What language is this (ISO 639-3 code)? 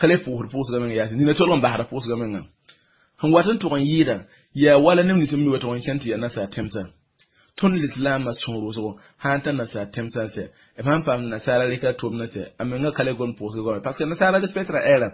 mos